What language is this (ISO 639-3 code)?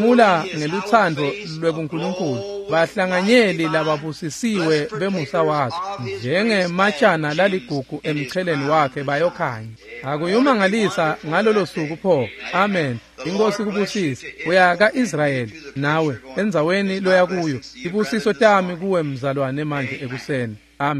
ssw